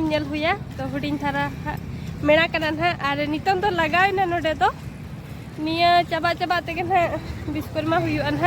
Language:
Santali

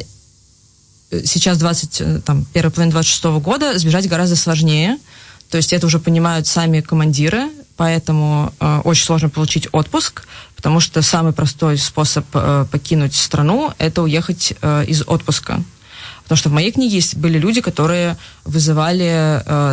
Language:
Russian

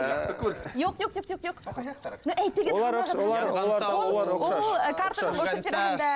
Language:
Bashkir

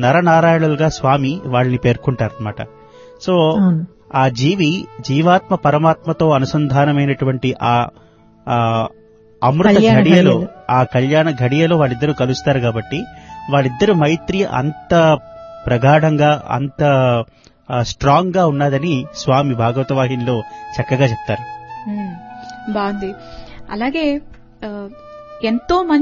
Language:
Telugu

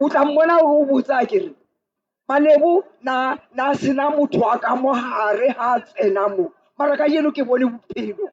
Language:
Northern Sotho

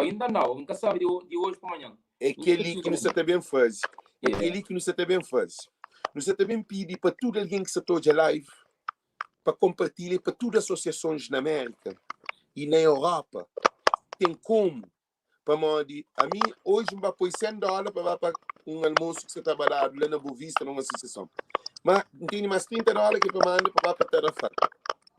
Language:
Kabuverdianu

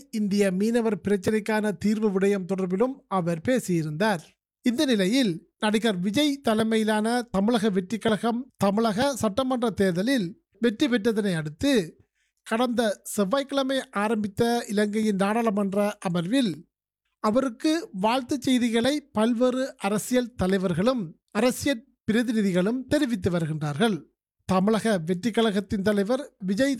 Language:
Tamil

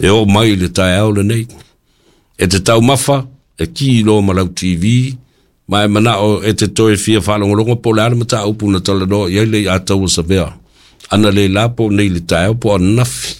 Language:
Samoan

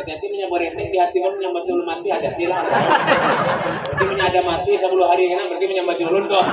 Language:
Banjar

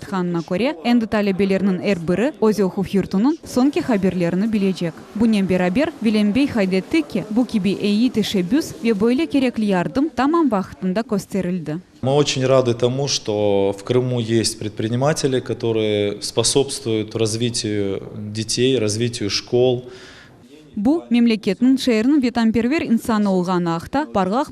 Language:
Crimean Tatar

